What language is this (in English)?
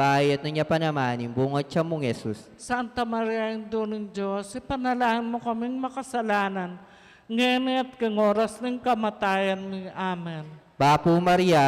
Pampanga